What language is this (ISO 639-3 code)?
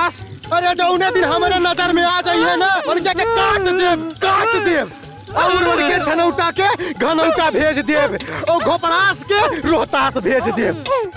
bho